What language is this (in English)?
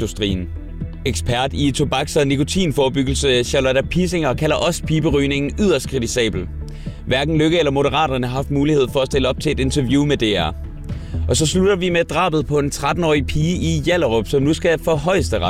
Danish